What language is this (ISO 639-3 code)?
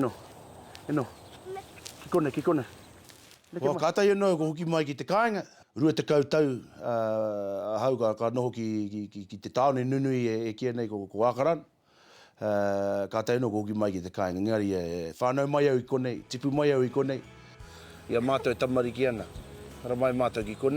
mri